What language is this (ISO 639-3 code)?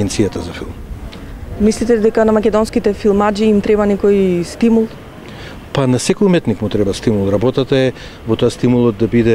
mkd